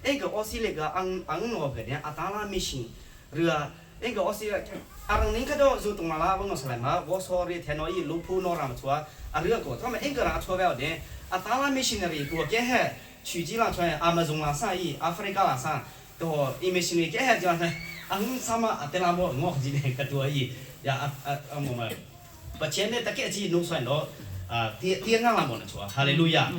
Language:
Hakha Chin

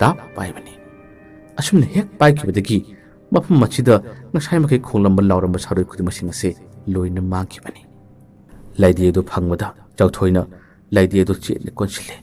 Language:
Manipuri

